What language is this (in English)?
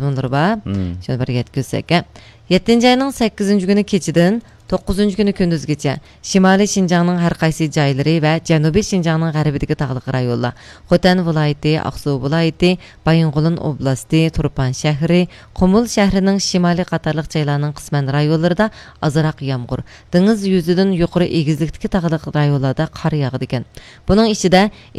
Uyghur